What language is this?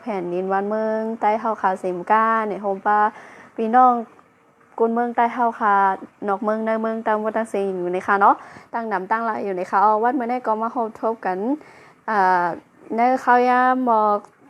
Shan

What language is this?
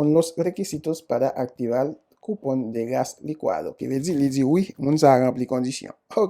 Haitian Creole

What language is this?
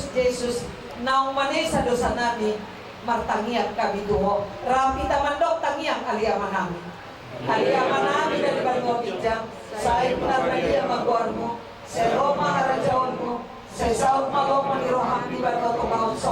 Batak Toba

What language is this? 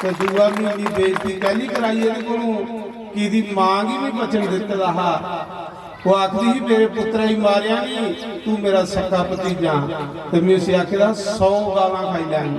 Dogri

